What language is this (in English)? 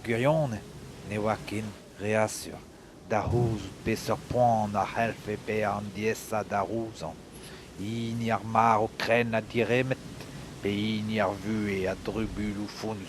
Breton